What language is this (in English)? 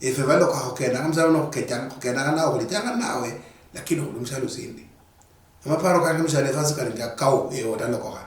Luyia